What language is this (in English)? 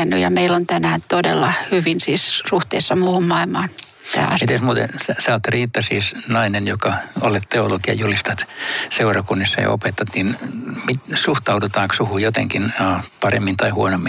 Finnish